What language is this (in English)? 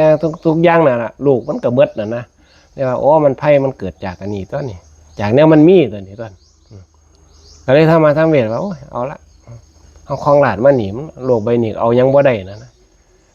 Northeastern Thai